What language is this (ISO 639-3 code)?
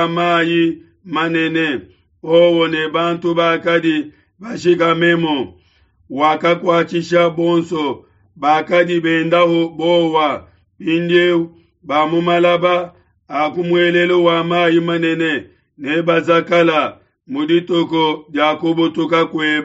lua